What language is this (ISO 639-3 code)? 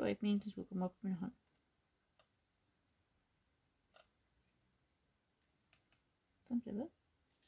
dan